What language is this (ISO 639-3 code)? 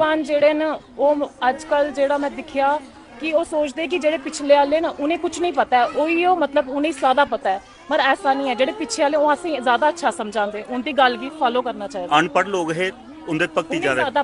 doi